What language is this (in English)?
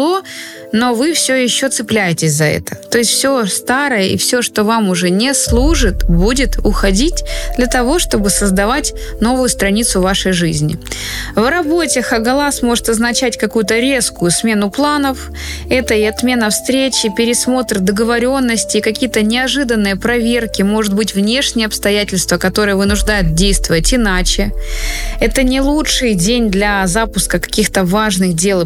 Russian